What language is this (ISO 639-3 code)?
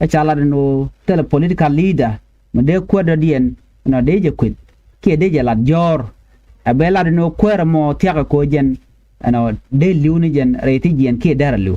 nus